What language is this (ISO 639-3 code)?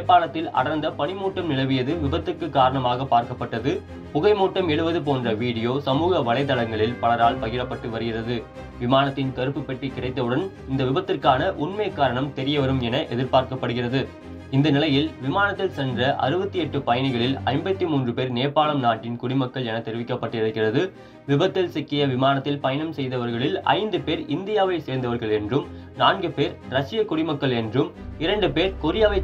tam